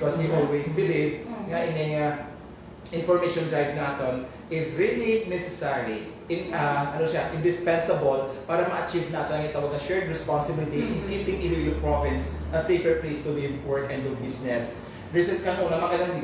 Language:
Hiligaynon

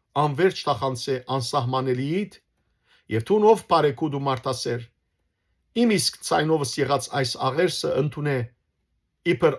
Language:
Western Armenian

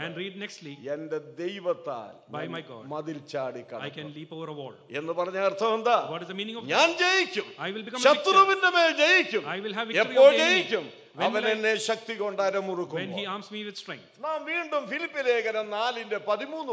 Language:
Malayalam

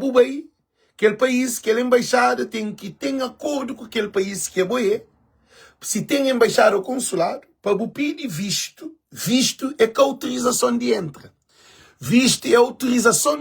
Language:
Kabuverdianu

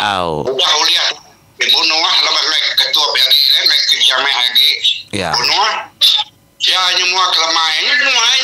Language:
Iban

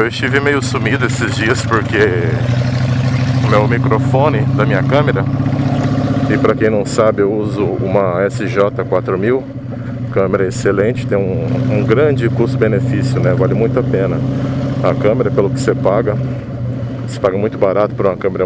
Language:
Portuguese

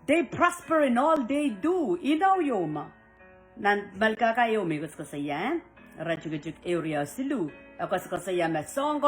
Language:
Pohnpeian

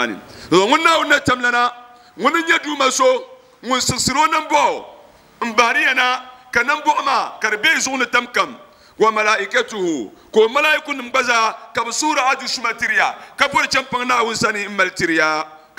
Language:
Dagbani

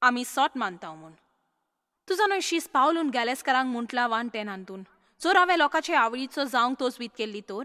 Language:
Konkani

